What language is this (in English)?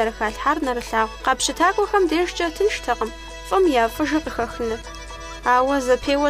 Kabardian